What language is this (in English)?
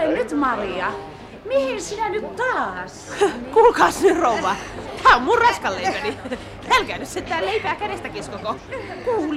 Finnish